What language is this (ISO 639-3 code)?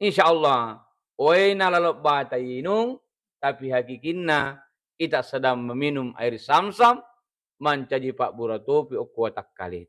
bug